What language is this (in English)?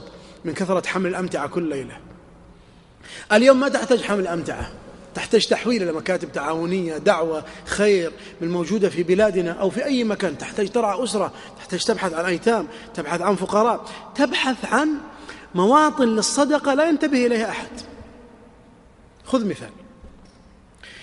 Arabic